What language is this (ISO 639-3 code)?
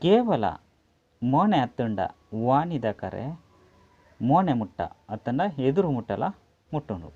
tcy